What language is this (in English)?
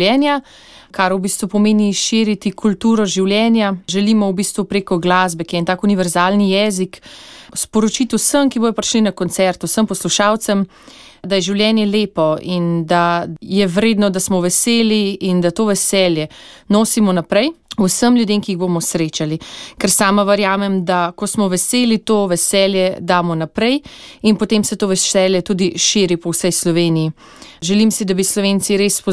Slovenian